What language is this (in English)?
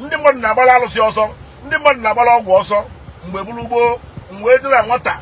Igbo